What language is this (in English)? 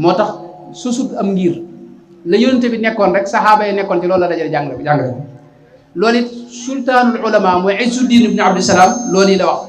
Wolof